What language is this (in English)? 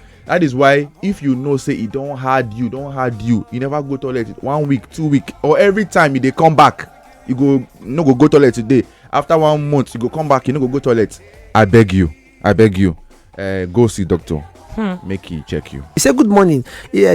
Nigerian Pidgin